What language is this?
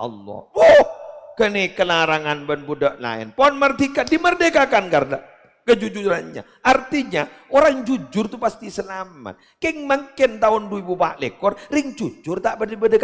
Madurese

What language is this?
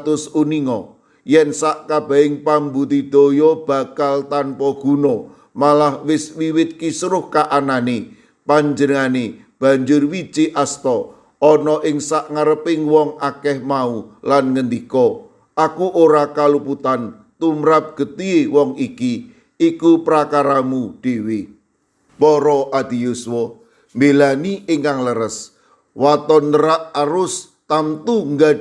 Javanese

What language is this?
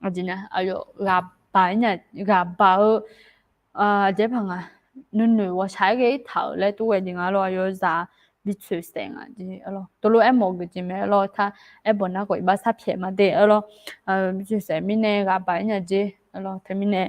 Akha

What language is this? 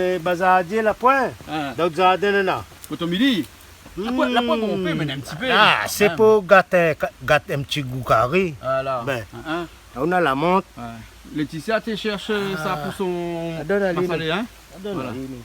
Réunion Creole French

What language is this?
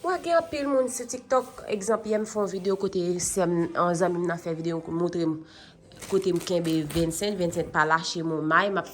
Haitian Creole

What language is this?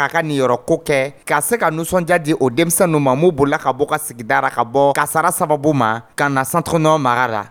Dyula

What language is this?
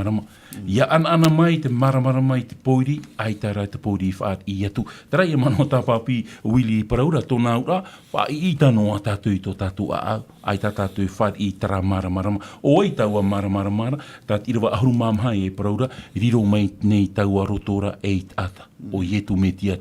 Tahitian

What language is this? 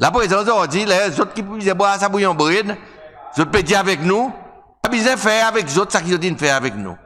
Seselwa Creole French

